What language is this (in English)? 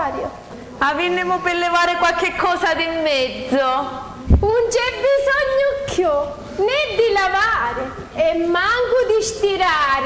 Sicilian